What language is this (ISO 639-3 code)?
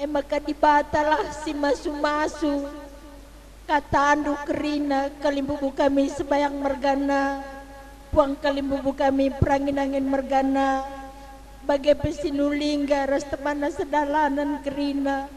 btx